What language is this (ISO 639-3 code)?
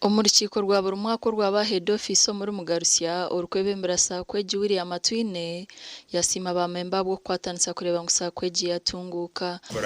nyn